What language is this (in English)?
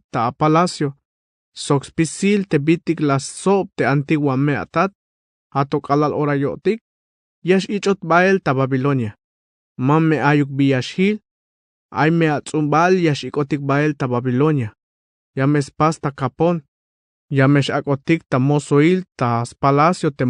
Tzeltal